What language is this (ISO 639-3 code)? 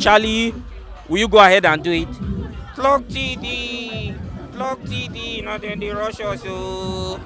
pcm